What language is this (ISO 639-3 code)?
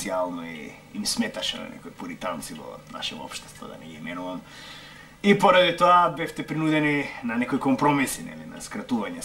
mkd